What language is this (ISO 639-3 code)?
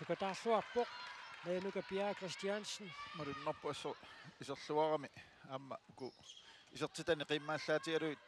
kal